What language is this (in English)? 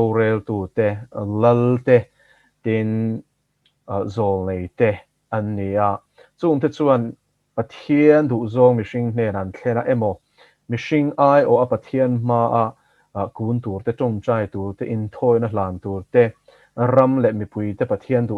Mizo